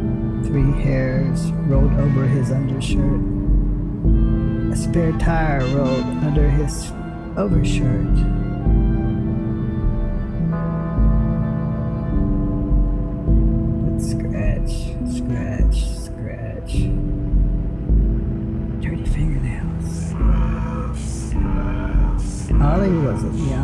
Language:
English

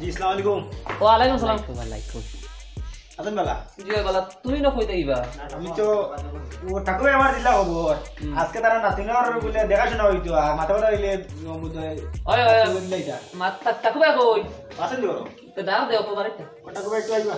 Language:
Sylheti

